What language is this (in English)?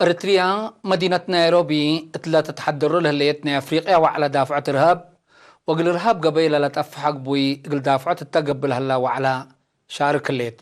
Tigre